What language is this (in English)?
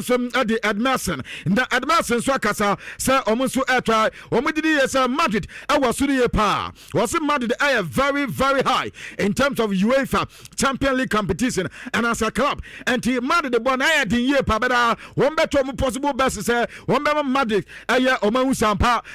Akan